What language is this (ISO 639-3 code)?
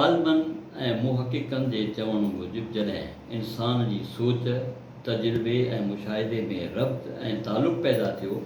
snd